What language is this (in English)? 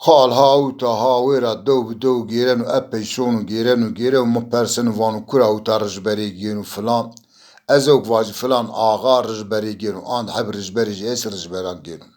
Zaza